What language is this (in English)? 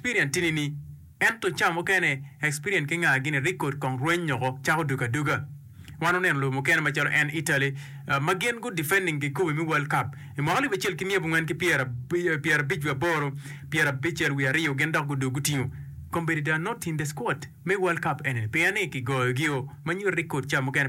Acoli